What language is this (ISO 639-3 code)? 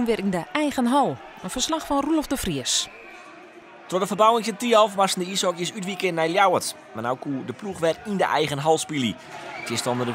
fry